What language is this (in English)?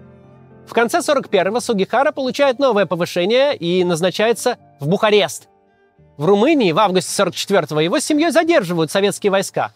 Russian